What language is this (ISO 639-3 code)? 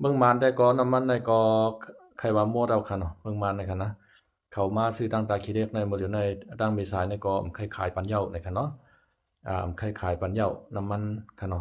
shn